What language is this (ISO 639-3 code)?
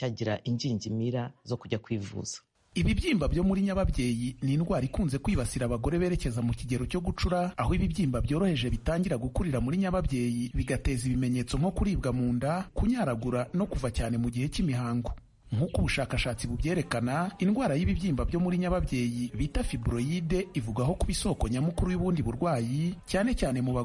kin